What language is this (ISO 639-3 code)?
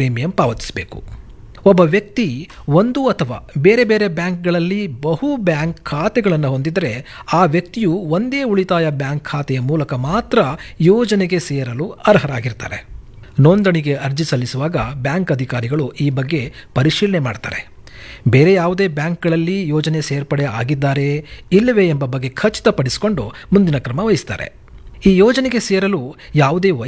kan